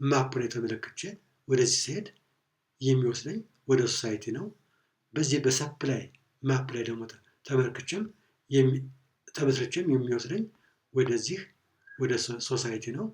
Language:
Amharic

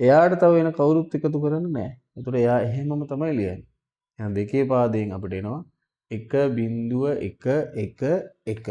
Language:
Sinhala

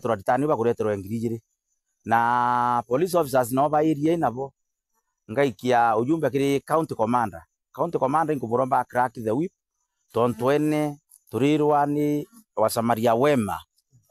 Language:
Meru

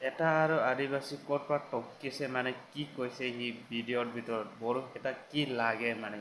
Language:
Assamese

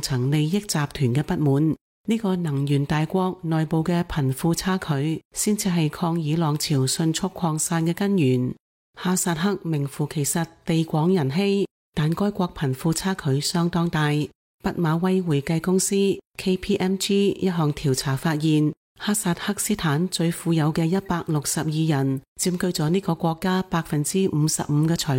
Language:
Cantonese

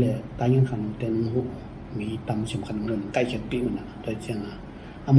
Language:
Tedim Chin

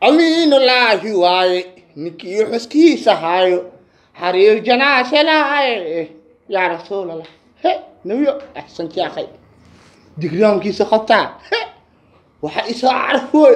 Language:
Somali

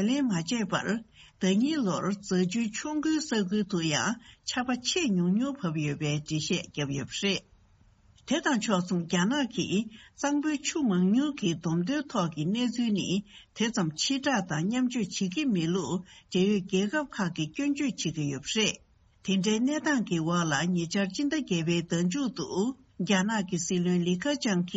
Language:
Tibetan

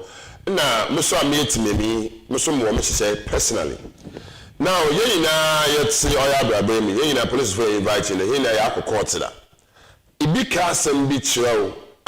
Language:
Akan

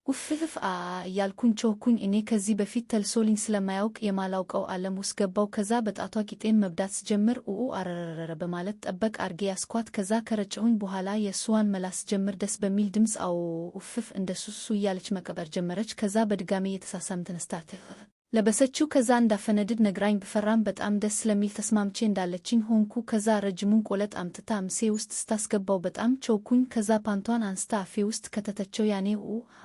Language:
Amharic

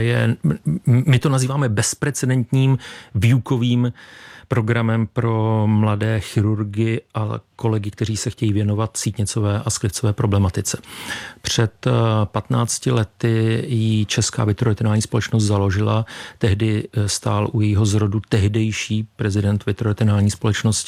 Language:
Czech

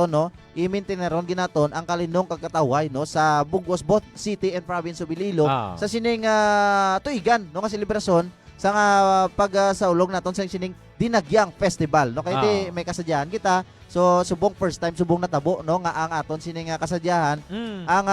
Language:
Hiligaynon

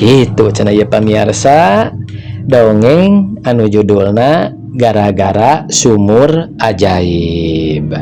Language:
Sundanese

